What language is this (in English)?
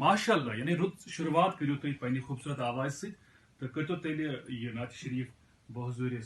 Kashmiri